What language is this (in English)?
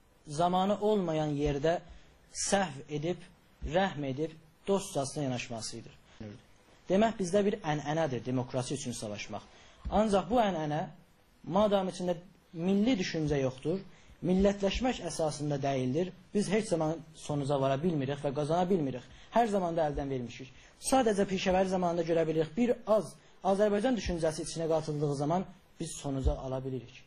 South Azerbaijani